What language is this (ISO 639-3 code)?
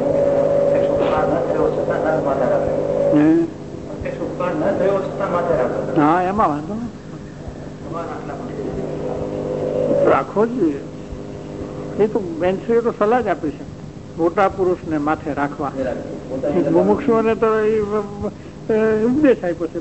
guj